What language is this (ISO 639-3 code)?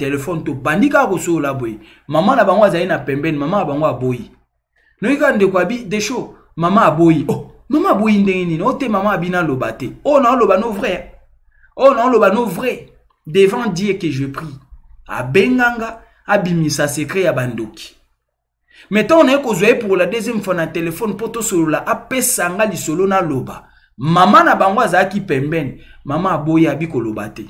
lin